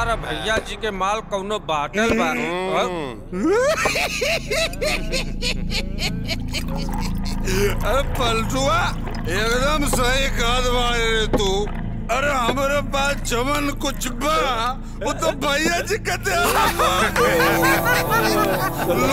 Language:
Bhojpuri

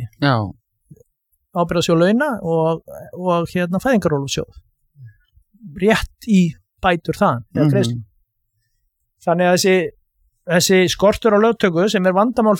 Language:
Icelandic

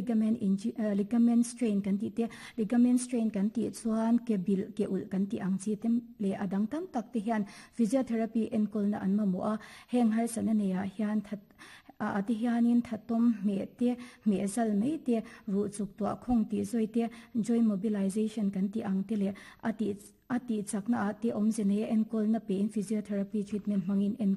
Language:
Mizo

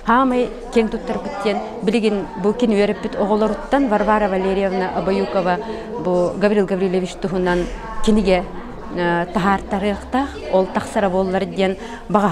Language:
Yakut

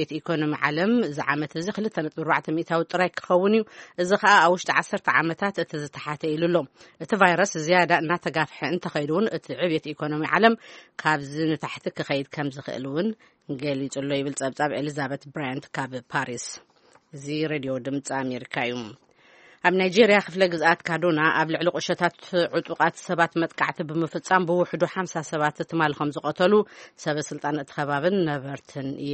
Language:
Tigrinya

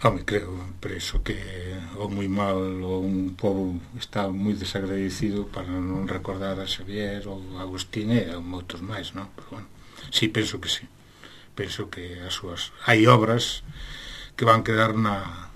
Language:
Galician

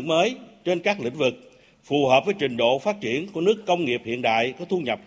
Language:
Vietnamese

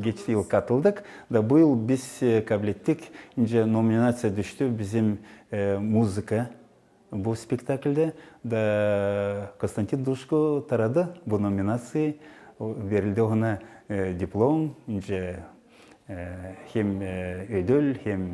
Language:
Gagauz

